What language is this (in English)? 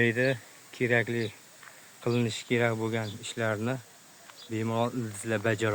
Uzbek